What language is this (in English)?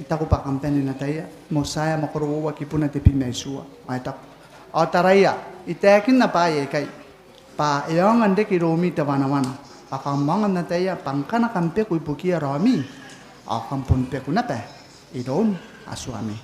Gilbertese